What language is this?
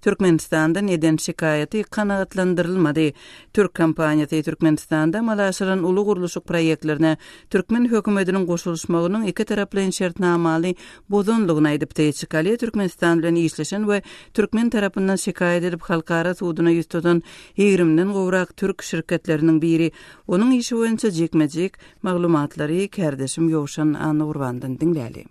Turkmen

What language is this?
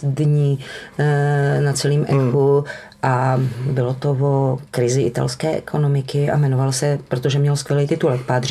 Czech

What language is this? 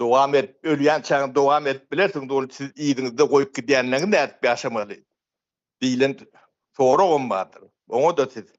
Turkmen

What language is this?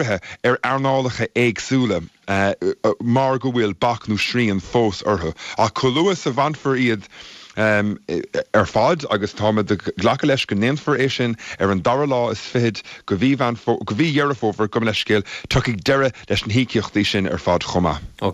Irish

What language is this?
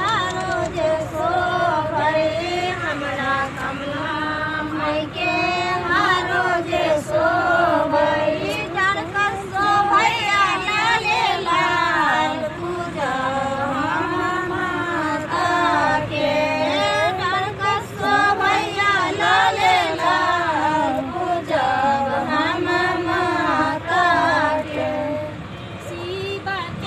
Maithili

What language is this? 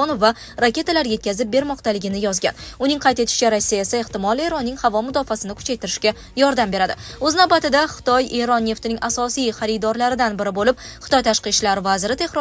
Uzbek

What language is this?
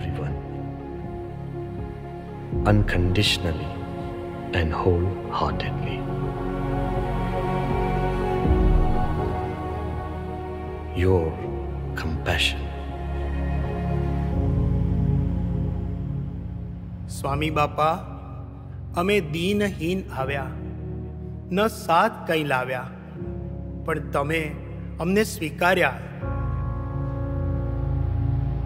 Gujarati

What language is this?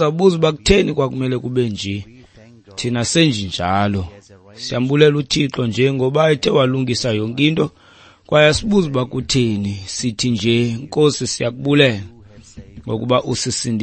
Xhosa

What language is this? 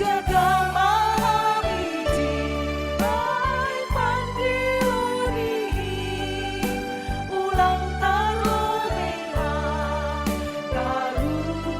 Batak Simalungun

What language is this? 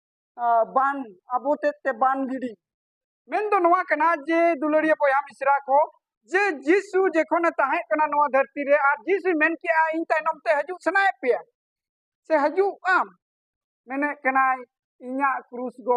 Santali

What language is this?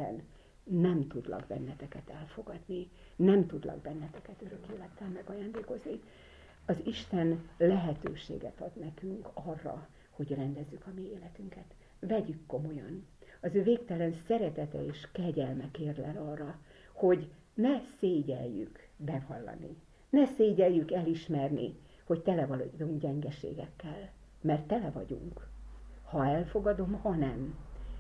Hungarian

